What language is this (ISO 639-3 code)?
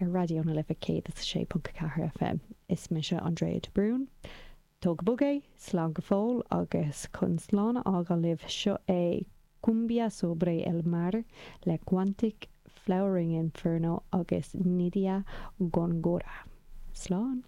gle